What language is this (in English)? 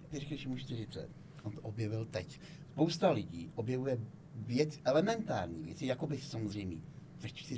Czech